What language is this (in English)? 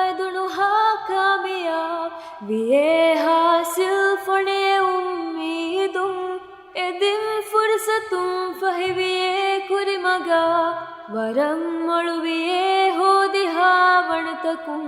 Divehi